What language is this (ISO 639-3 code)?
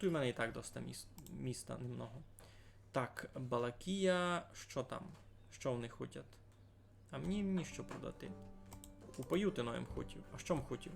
rue